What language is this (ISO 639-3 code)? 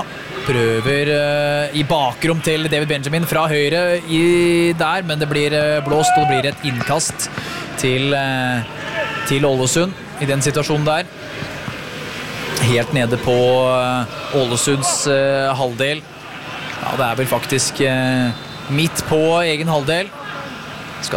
nor